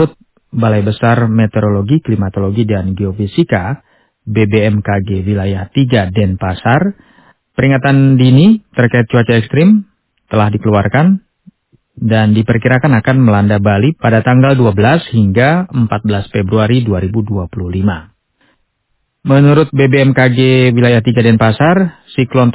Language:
Indonesian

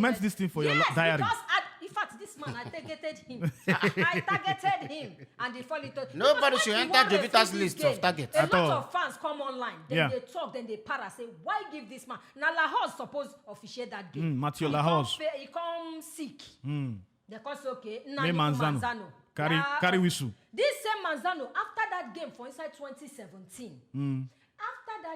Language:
Nigerian Pidgin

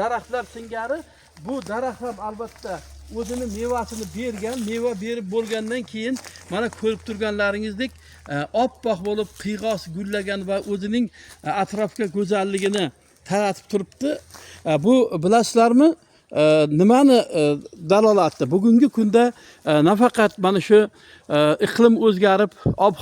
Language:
Uzbek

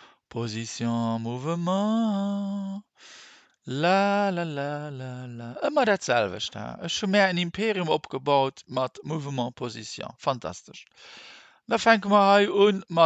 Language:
Luxembourgish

